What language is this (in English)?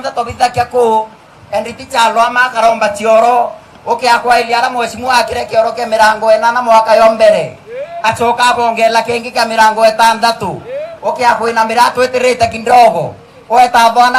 Meru